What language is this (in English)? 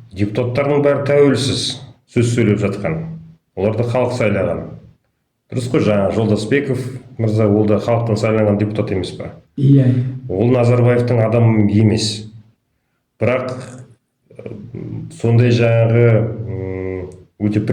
Kazakh